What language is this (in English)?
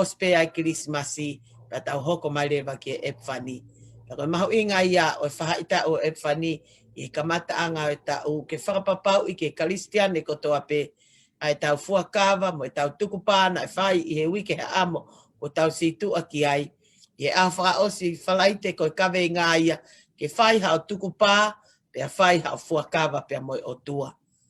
Tongan